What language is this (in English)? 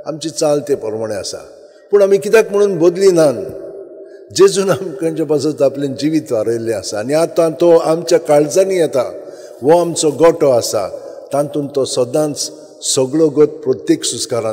Konkani